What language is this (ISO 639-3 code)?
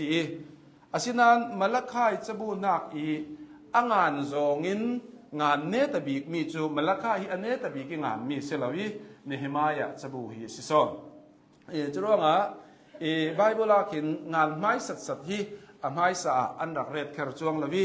cnh